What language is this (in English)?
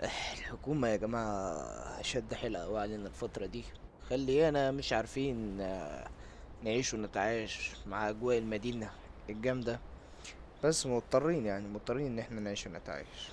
Egyptian Arabic